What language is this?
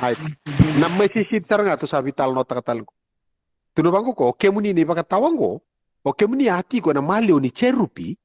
Fijian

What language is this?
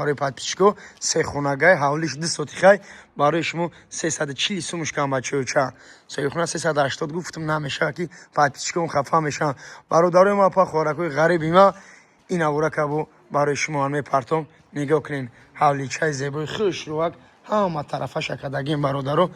Tajik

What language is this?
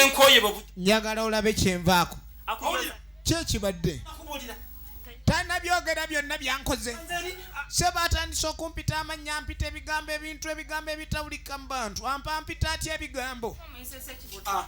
Ganda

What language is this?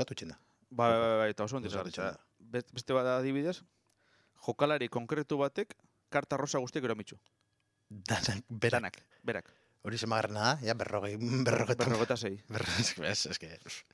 Basque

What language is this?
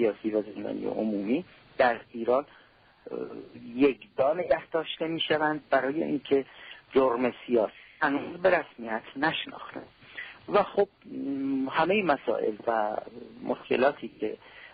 Persian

